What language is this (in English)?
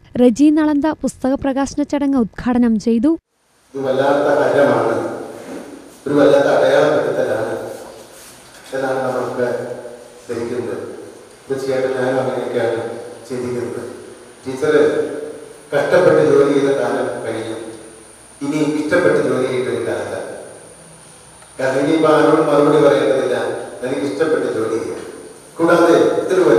Malayalam